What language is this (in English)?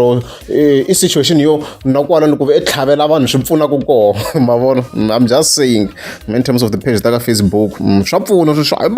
Tsonga